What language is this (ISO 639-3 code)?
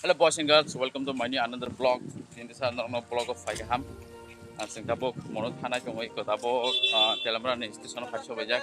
trp